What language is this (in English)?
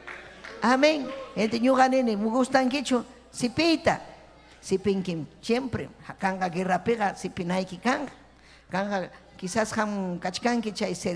Ayacucho Quechua